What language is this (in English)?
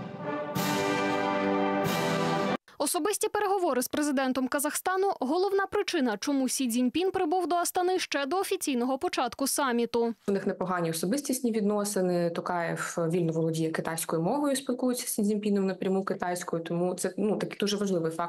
Ukrainian